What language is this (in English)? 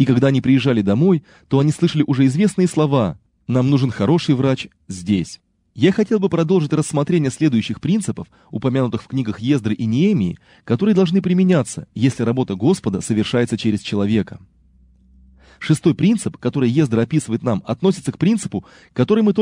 Russian